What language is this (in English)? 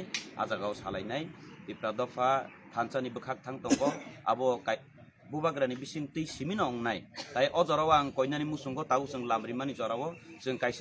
Kok Borok